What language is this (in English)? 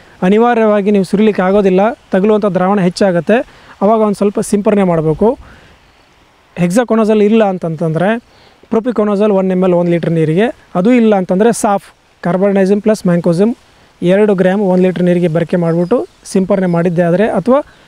Kannada